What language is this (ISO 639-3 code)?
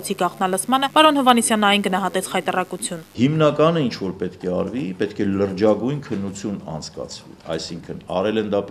hye